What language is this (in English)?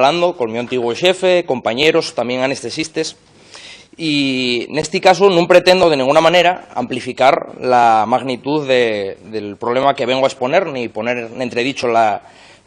Asturian